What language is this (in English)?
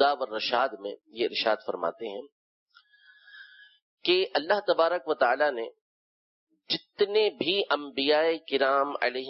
Urdu